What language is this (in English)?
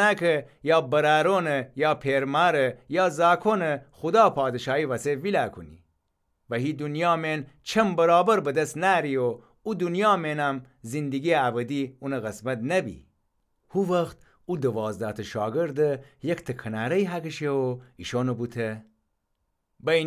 Gilaki